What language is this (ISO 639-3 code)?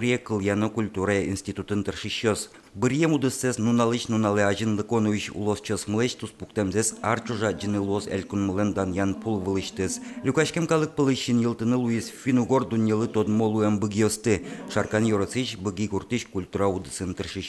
udm